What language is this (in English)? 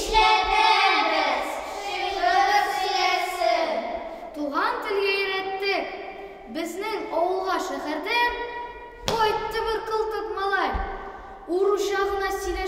Tatar